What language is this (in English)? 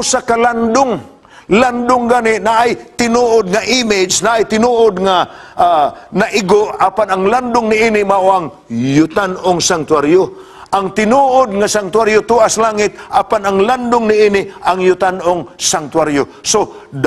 Cebuano